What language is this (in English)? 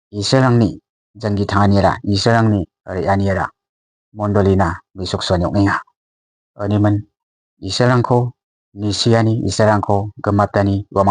Garo